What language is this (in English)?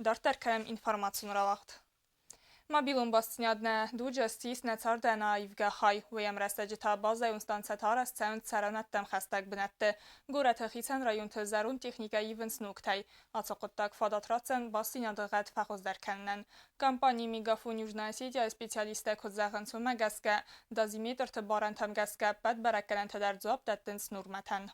Ossetic